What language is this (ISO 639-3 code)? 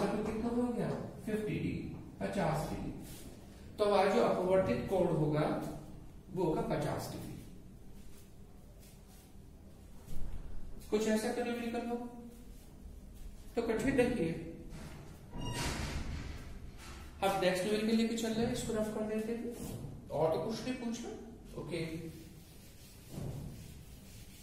hin